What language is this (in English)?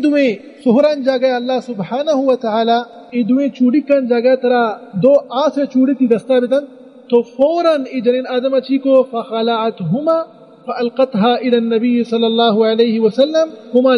Baluchi